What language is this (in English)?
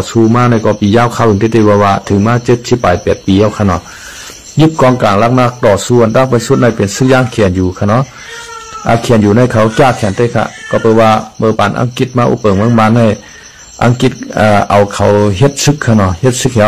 Shan